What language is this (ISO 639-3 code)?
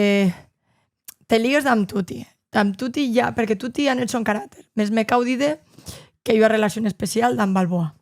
oci